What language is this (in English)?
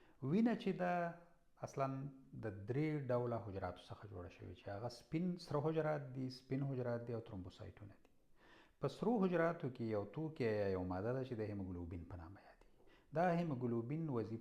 Pashto